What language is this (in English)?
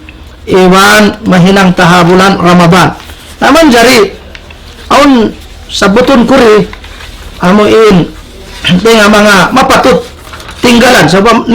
Tausug